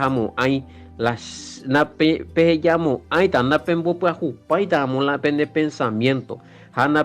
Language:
Guarani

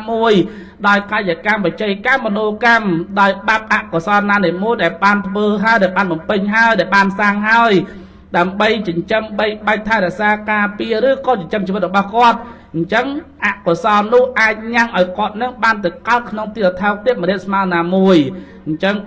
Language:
Khmer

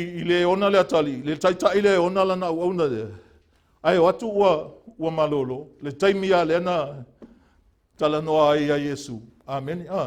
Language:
Samoan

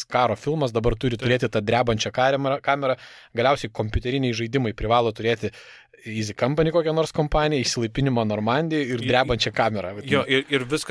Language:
Lithuanian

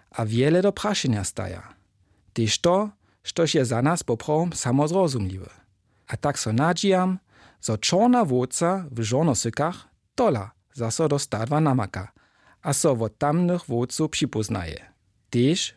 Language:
Upper Sorbian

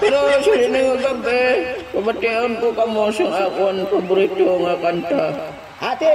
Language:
Hiligaynon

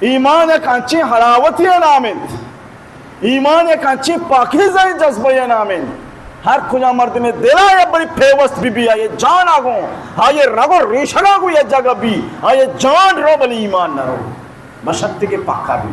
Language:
Baluchi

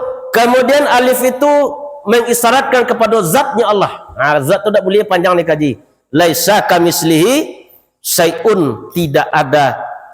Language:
Minangkabau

